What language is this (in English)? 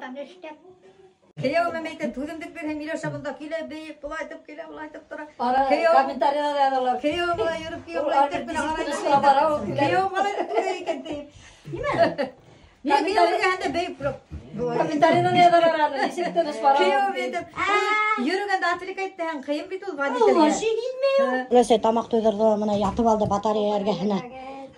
Bashkir